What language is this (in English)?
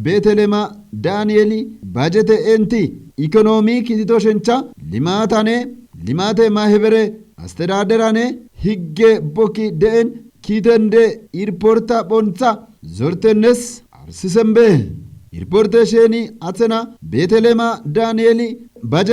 Kafa